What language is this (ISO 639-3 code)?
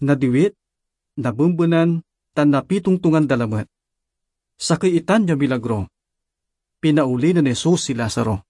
pag